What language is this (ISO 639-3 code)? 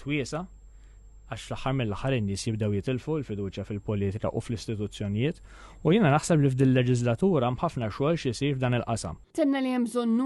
mlt